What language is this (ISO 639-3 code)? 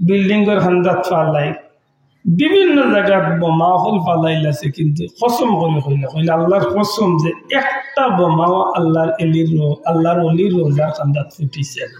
syl